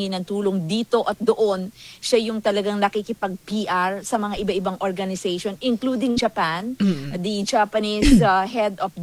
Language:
Filipino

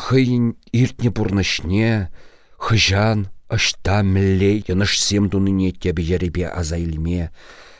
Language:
Chuvash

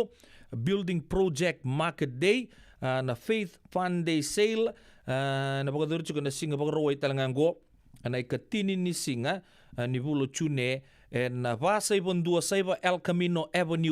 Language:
Fijian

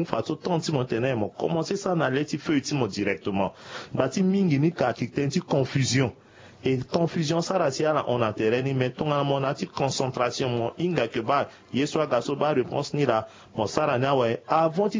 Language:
Sango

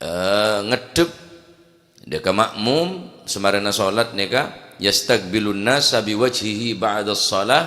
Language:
Madurese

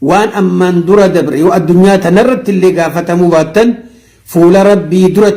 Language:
Oromo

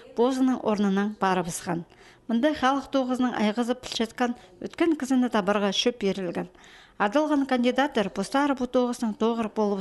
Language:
Khakas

